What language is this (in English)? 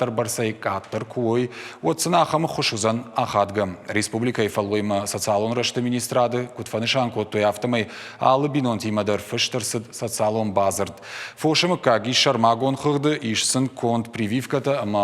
Ossetic